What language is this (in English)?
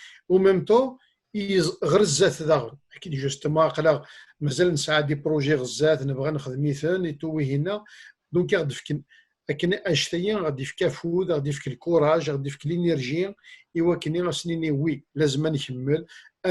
Kabyle